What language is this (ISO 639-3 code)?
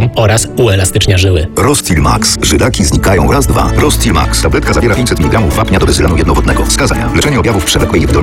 pol